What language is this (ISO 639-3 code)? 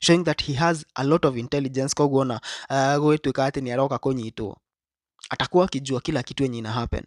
kik